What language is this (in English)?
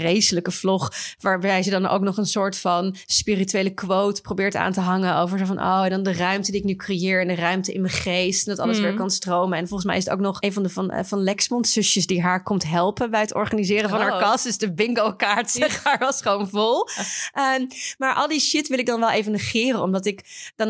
Dutch